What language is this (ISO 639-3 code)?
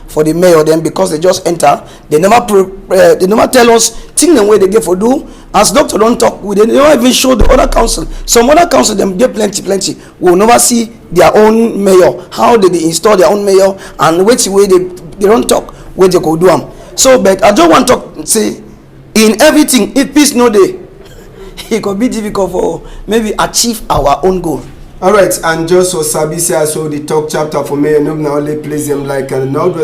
wes